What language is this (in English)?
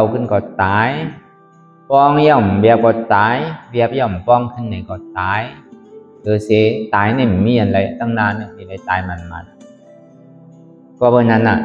Shan